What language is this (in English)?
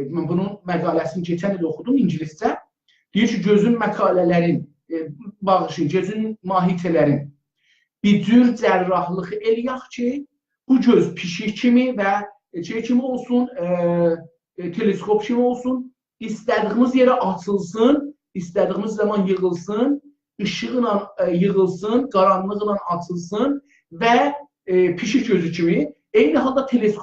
South Azerbaijani